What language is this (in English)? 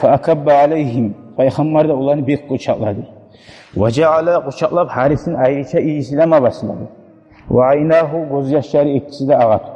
Kumyk